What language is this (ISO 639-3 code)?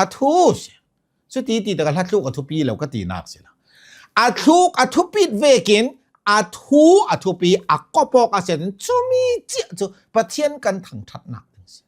cnh